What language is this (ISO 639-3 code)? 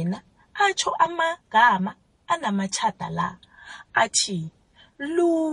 nbl